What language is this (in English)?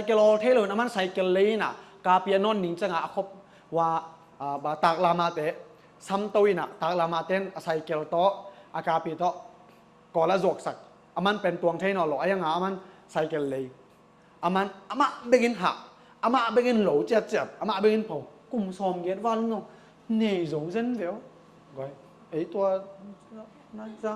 Tedim Chin